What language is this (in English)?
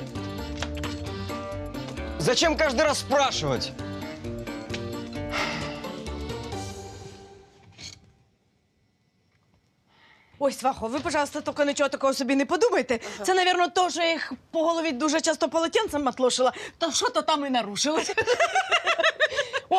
Ukrainian